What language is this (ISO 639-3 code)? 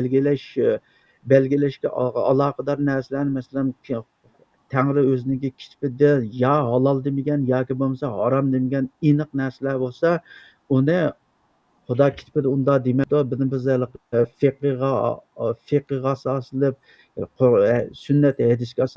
uig